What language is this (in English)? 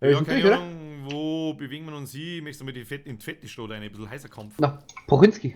Bavarian